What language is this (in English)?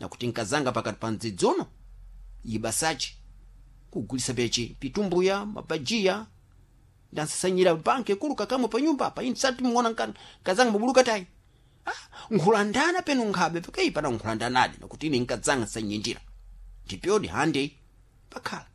Sena